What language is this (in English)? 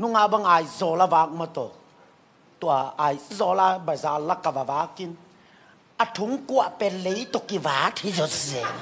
Tedim Chin